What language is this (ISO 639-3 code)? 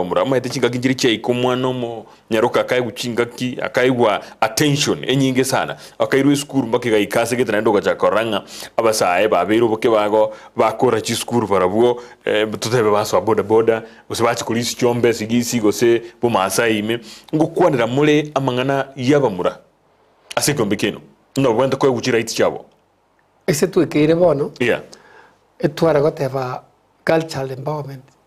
guz